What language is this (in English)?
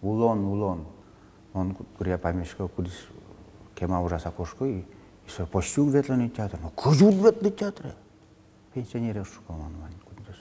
Udmurt